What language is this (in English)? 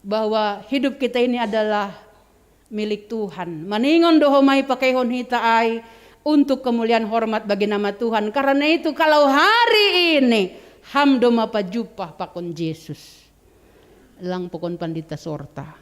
Batak Simalungun